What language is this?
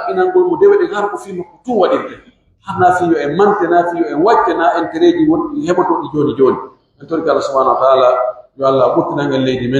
Pular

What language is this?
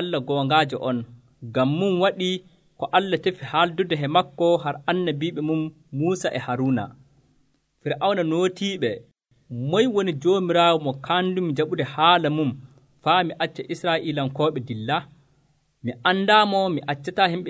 Nigerian Fulfulde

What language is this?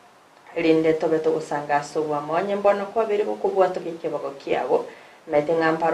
Gusii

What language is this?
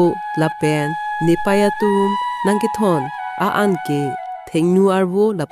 Karbi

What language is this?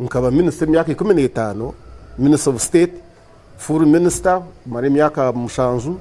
Nyankole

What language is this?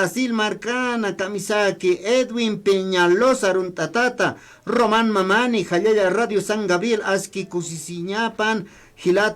Aymara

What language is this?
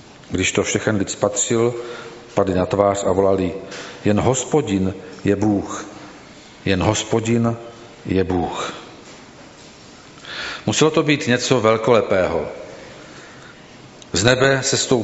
Czech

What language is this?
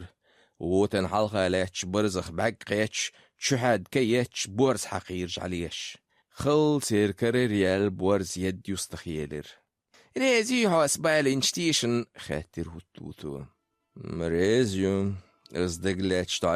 Chechen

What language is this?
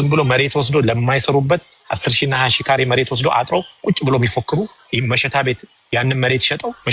Amharic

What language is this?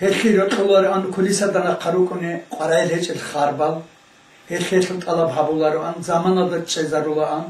Avaric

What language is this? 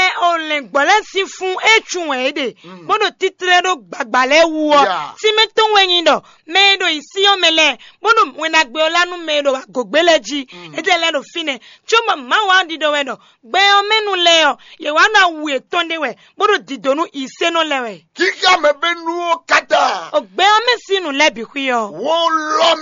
Fon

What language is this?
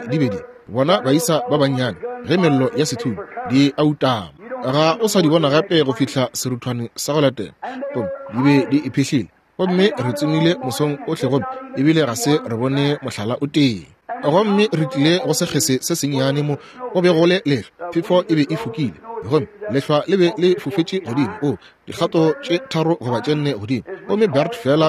Northern Sotho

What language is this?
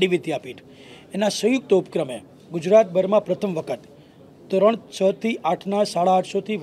Gujarati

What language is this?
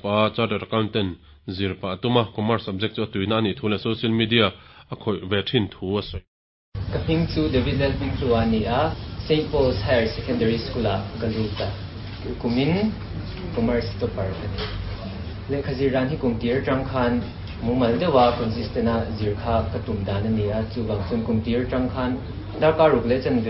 Mizo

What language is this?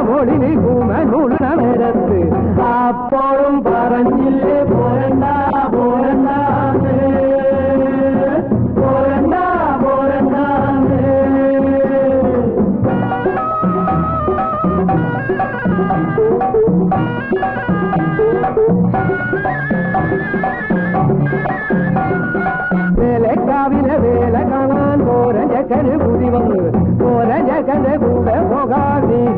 Malayalam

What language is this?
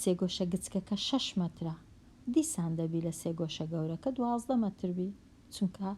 Central Kurdish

